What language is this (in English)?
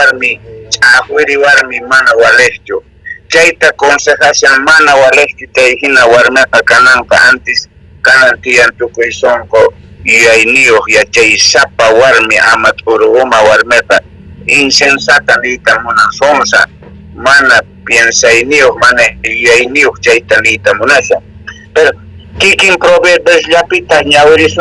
South Bolivian Quechua